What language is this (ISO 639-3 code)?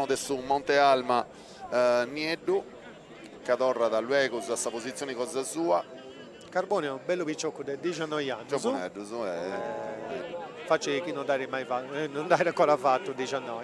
srd